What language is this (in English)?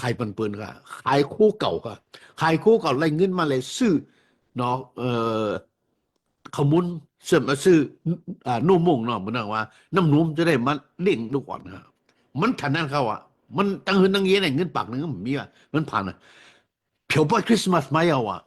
Shan